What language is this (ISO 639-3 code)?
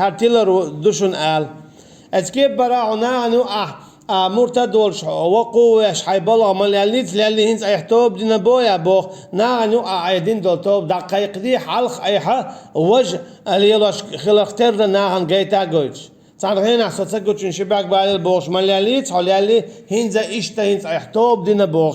che